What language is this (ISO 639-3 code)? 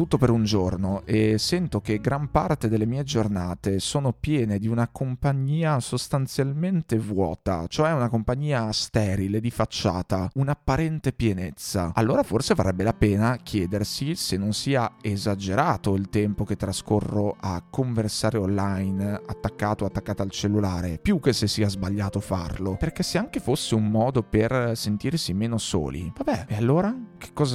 ita